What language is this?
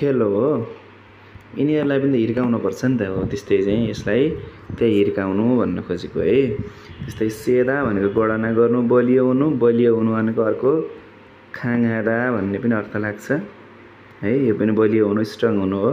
Nepali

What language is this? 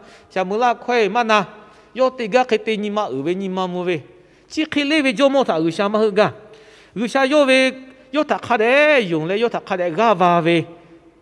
Lahu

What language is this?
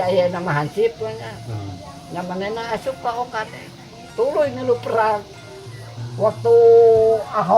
Sundanese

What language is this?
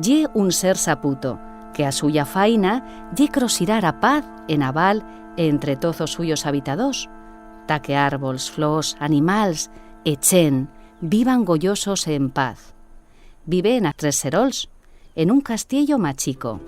Aragonese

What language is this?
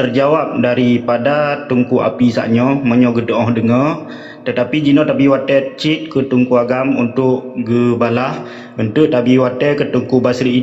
Achinese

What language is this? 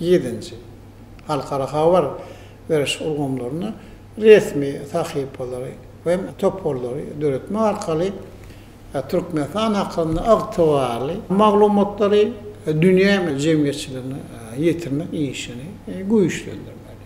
Turkmen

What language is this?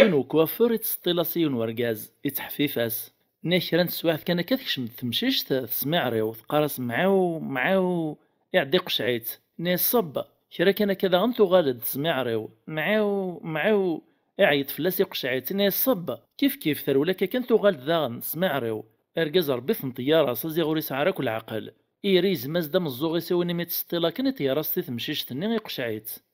Kabyle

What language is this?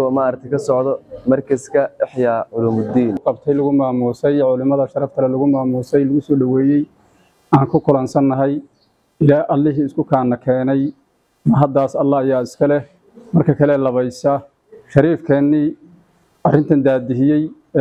Somali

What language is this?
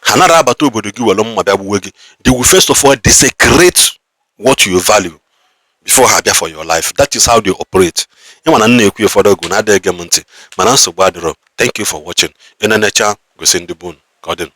Igbo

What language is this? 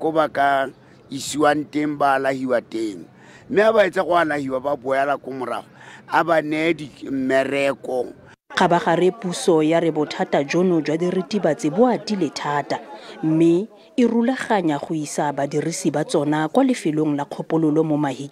Tswana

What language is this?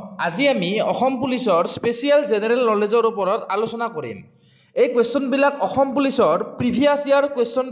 Assamese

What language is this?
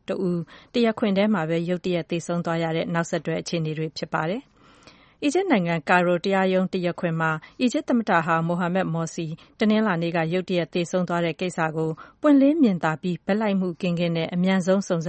Burmese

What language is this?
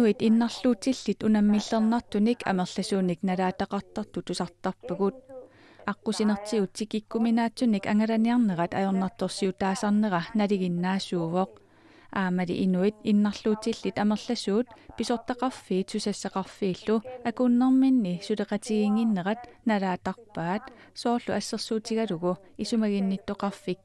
Kalaallisut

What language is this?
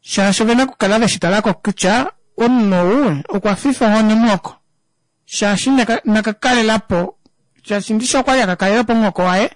Kuanyama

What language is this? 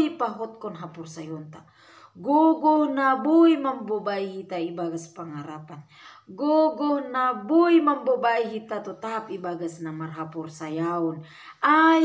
Batak Simalungun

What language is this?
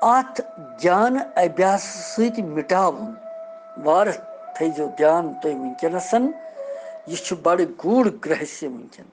Kashmiri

